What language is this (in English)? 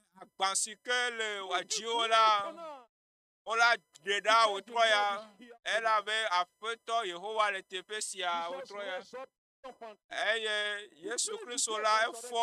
Ewe